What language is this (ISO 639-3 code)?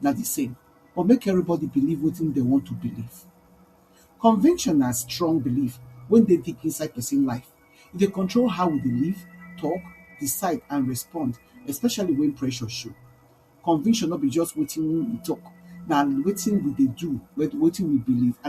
pcm